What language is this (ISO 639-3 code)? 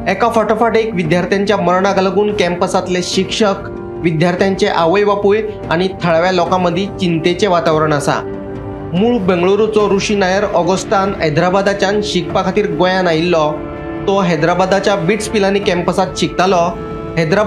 kok